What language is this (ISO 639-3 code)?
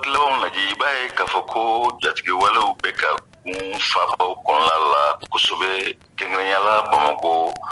bam